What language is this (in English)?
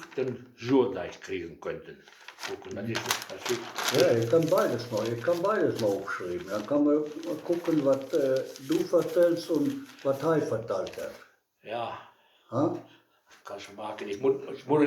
Westphalien